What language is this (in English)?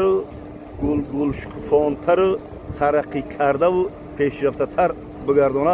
Tajik